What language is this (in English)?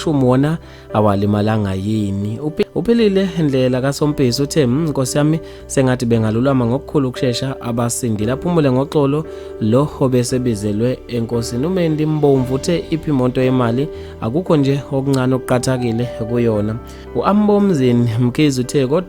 Zulu